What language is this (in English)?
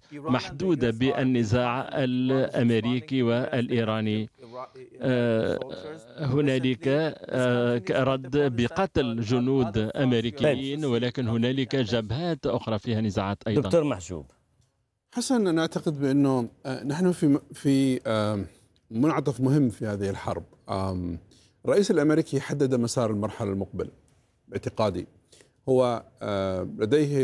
Arabic